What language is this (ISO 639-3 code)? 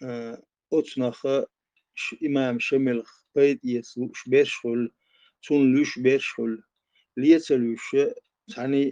che